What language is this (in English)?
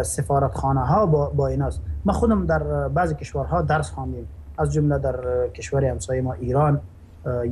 Persian